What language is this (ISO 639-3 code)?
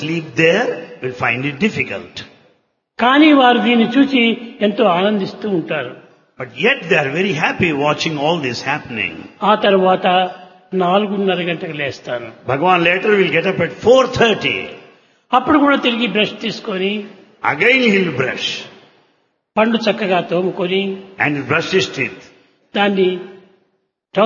tel